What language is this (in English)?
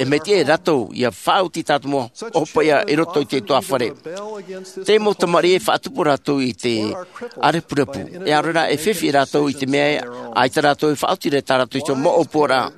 Tahitian